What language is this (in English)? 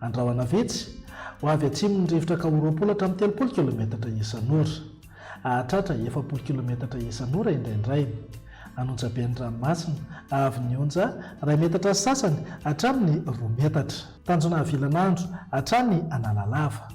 Malagasy